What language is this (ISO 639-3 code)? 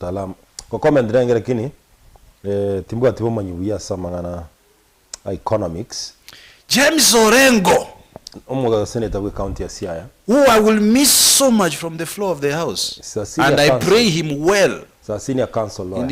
guz